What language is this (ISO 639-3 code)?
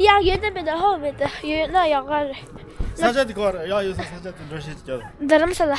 bod